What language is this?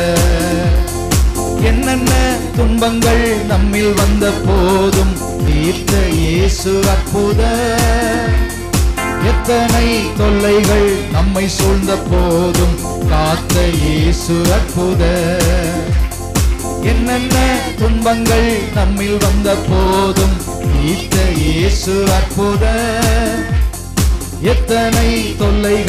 Tamil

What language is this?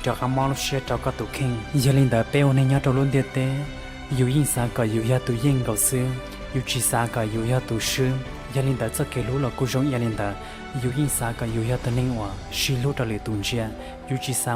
Hmong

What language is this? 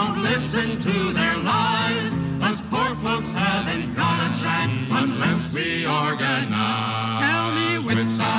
English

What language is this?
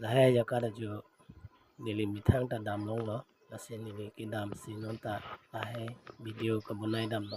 Karbi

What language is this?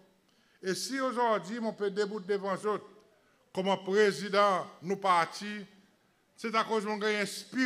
Seselwa Creole French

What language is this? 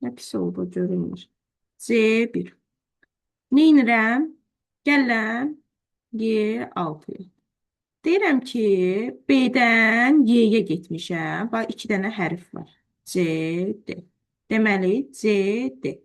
Azerbaijani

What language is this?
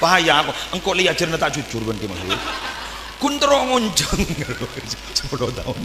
Madurese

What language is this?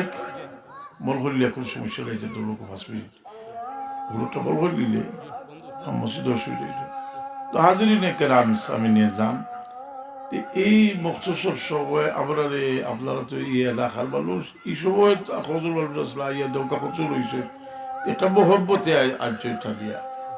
Sylheti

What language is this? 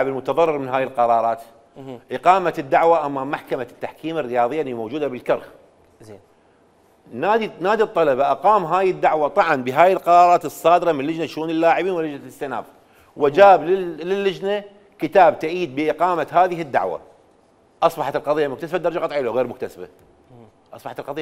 Mesopotamian Arabic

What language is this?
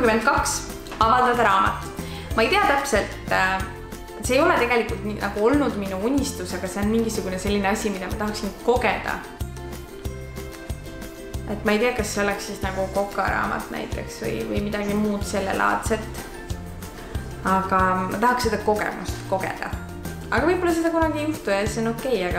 Estonian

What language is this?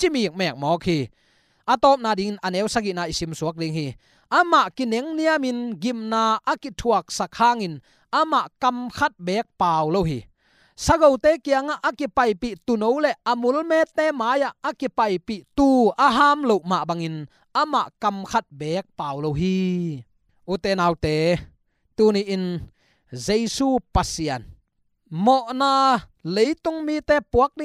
Tedim Chin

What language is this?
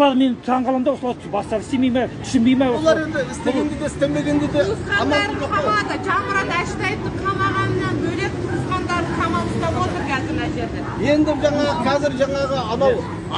Kazakh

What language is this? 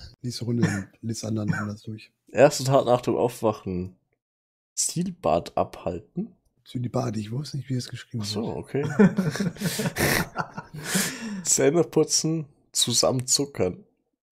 German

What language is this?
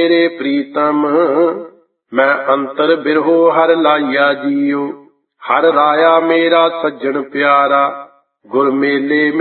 Punjabi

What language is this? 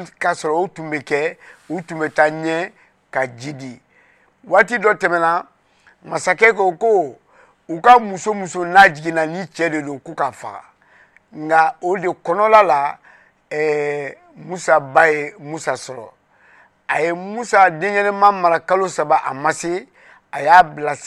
Bambara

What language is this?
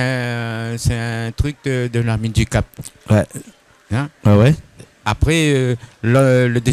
Réunion Creole French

